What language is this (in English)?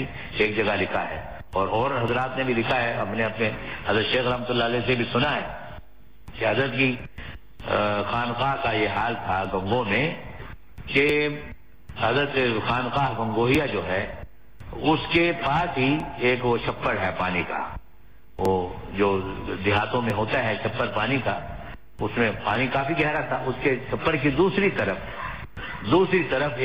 Urdu